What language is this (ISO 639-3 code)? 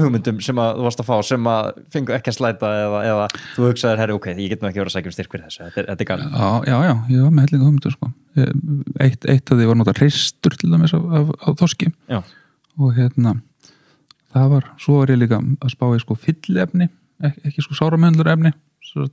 isl